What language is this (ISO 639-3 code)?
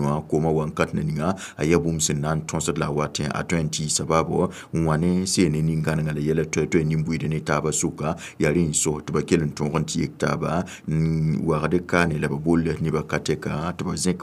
mos